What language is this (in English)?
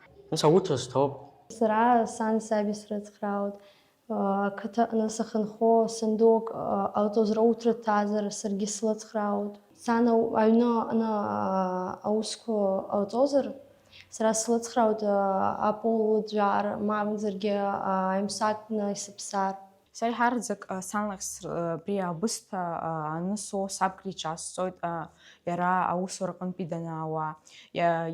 Abkhazian